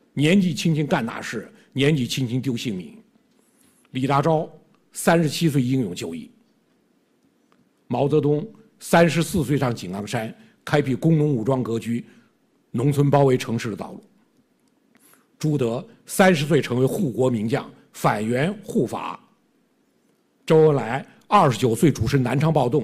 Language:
Chinese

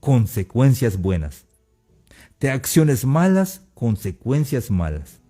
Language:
Tzeltal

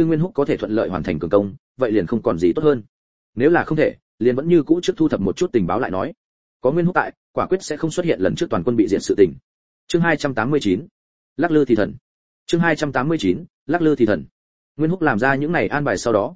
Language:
Vietnamese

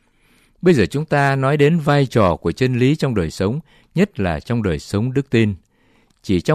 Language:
Vietnamese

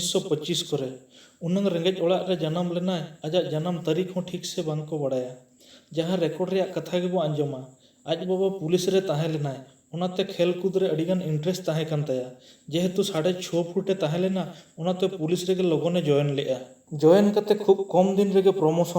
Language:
Santali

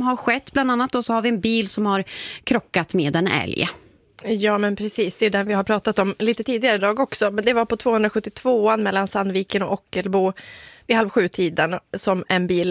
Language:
Swedish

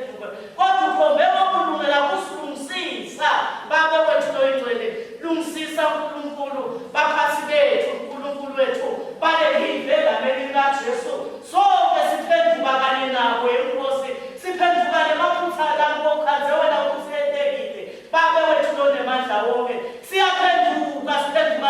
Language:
Swati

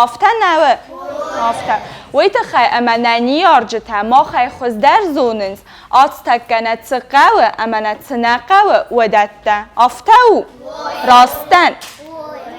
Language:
Ossetic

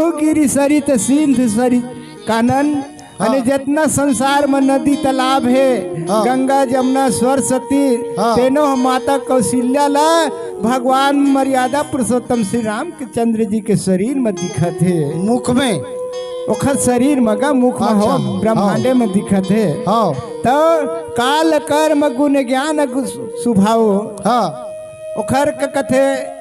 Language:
Chhattisgarhi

